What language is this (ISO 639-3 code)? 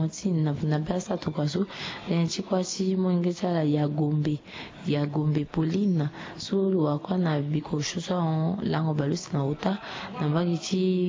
sag